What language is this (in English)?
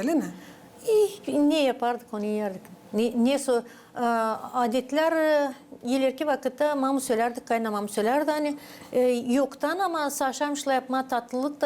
Gagauz